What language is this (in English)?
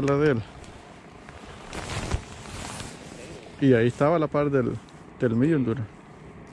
Spanish